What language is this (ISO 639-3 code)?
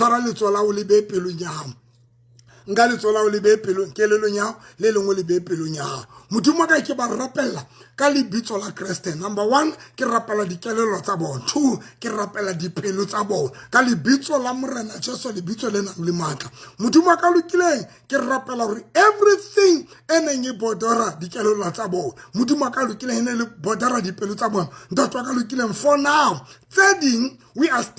sot